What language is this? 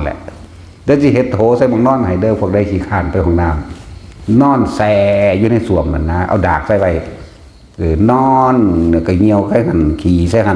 Northeastern Thai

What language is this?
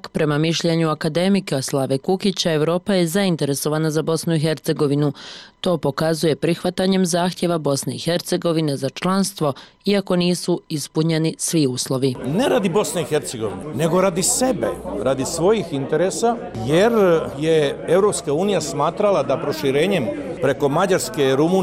Bosnian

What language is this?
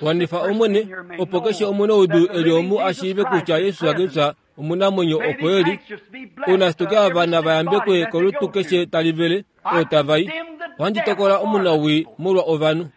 Kuanyama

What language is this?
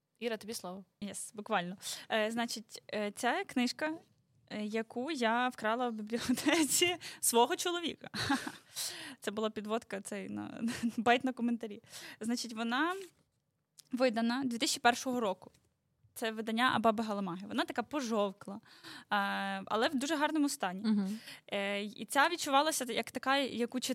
Ukrainian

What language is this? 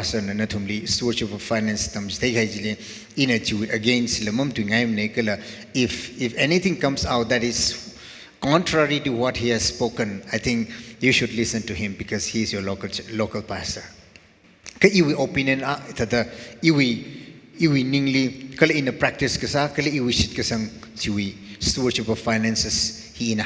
Tangkhul Naga (India)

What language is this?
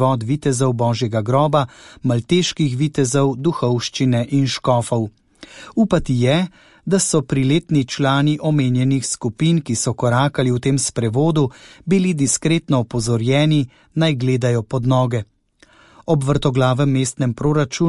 Slovenian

